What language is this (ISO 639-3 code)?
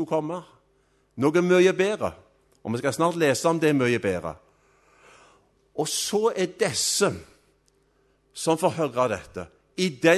nor